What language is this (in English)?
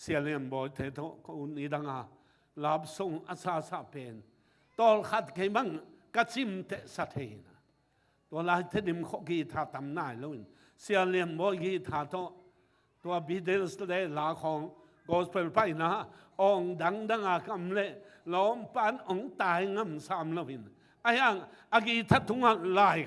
Tedim Chin